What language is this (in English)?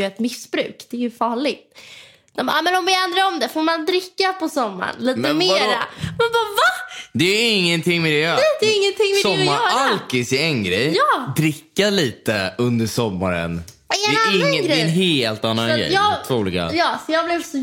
Swedish